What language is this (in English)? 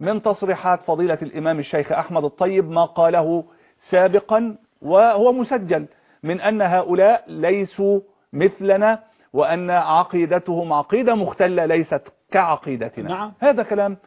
Arabic